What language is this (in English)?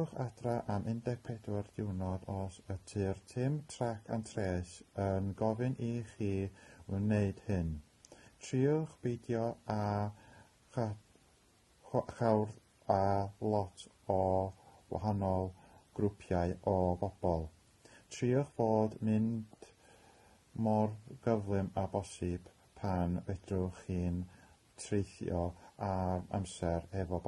Welsh